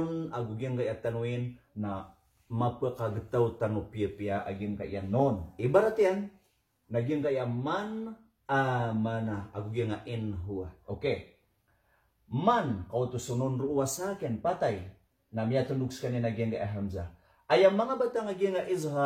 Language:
Maranao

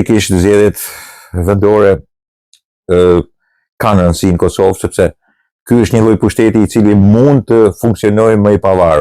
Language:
Albanian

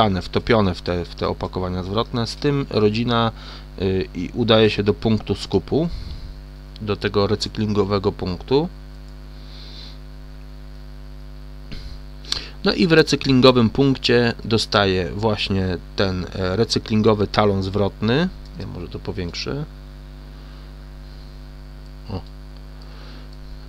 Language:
Polish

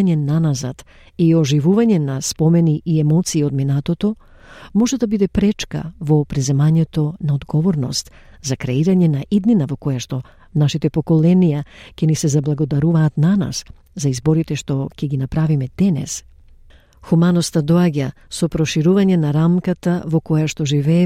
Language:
Macedonian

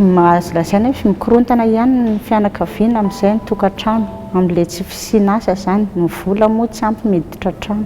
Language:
Malagasy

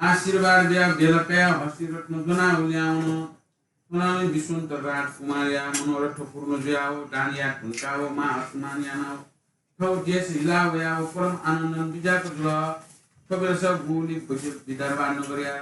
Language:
Newari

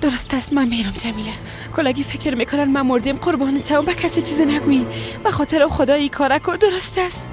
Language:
Persian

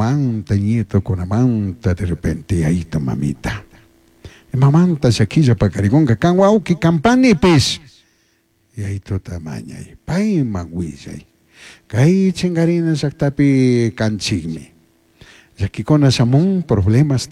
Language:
Chimborazo Highland Quichua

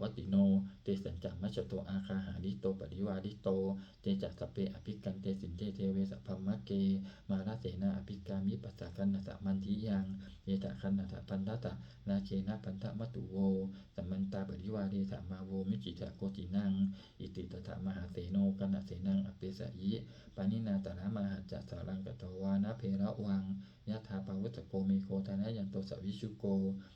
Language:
Pali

